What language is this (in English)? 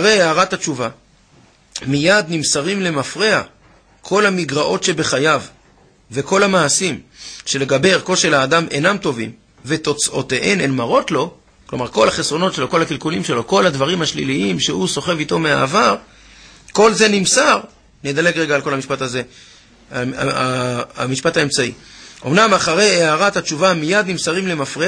Hebrew